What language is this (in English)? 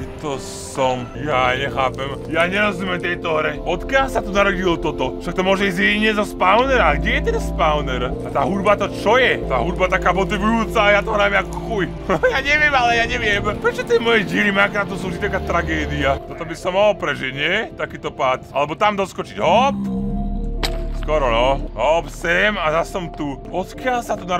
Slovak